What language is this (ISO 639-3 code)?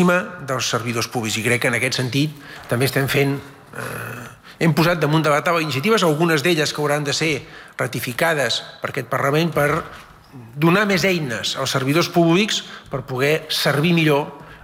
cat